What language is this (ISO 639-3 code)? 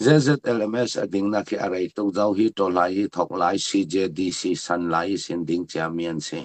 cfm